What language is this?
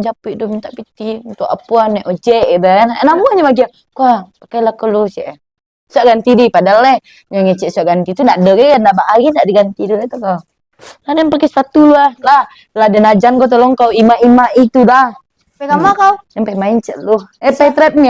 Minangkabau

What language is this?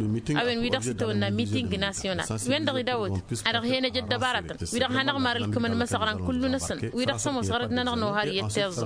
Tamasheq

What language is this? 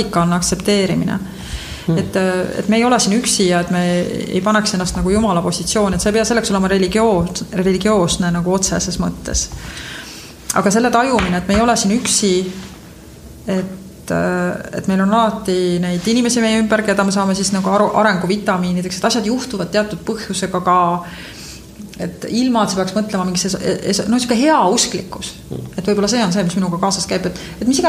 Estonian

